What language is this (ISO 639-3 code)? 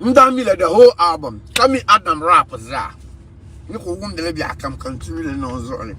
dag